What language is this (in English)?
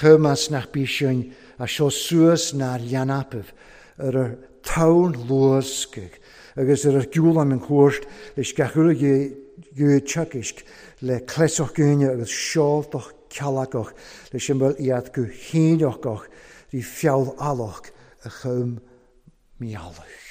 Welsh